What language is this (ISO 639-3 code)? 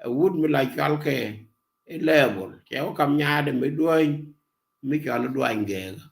nus